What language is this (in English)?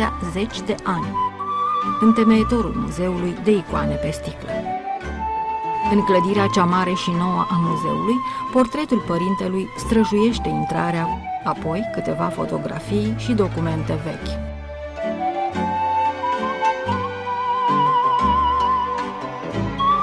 Romanian